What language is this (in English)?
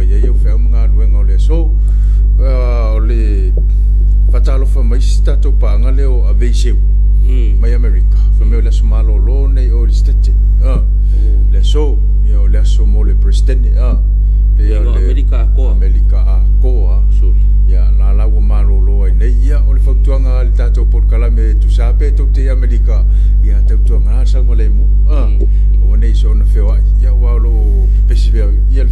Samoan